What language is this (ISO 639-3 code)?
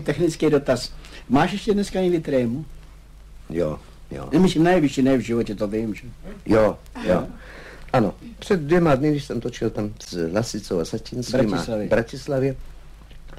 ces